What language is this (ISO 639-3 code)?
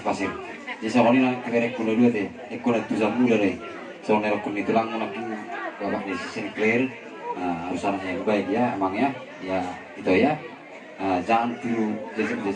bbc